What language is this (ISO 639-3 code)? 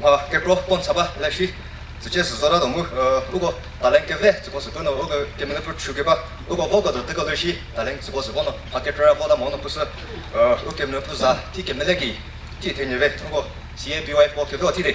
nri